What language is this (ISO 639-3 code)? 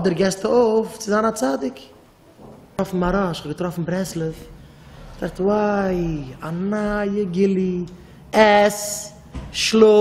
yid